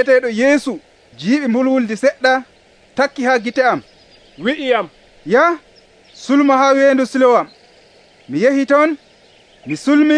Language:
Nigerian Fulfulde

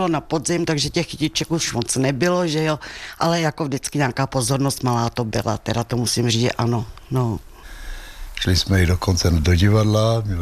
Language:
Czech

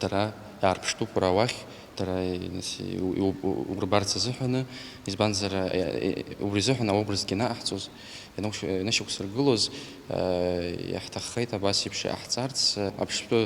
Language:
Abkhazian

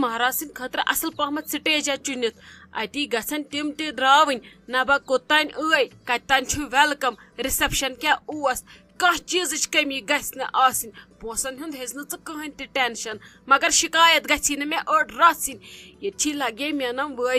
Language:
Kashmiri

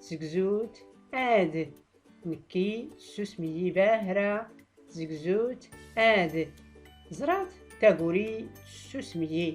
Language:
Tachelhit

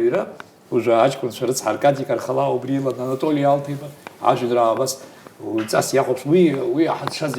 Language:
Abkhazian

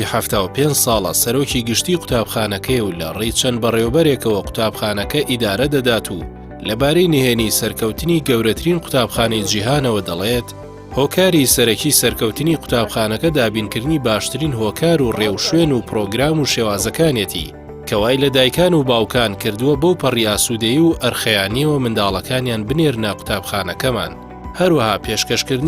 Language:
Central Kurdish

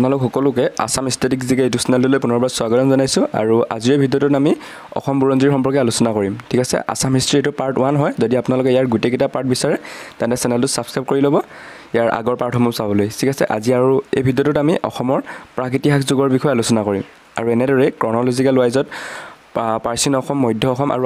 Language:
Assamese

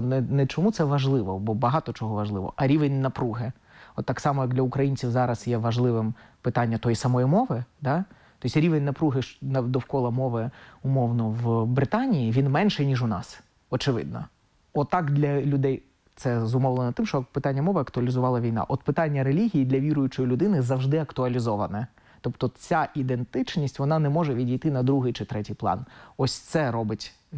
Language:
Ukrainian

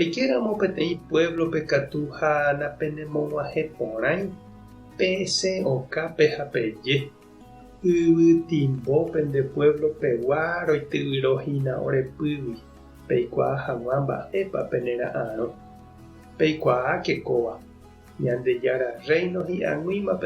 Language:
Guarani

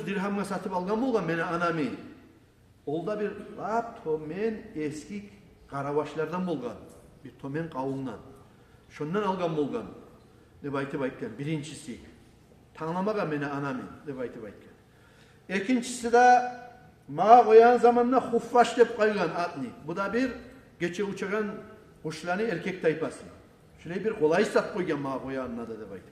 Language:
Kumyk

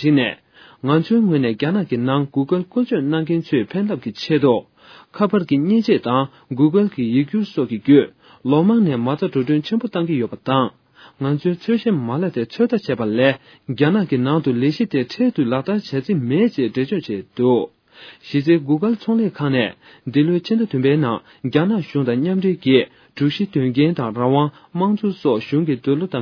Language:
Tibetan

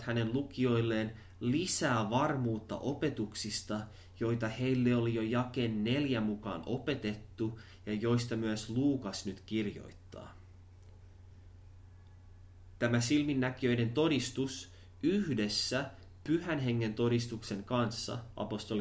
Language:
Finnish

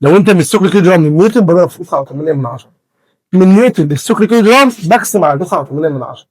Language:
Egyptian Arabic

